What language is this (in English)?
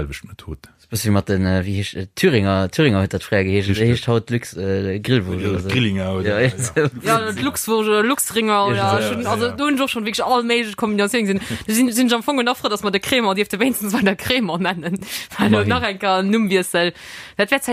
Luxembourgish